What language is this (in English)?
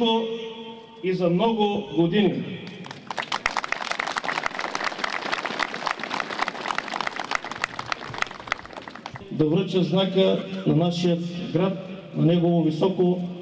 Bulgarian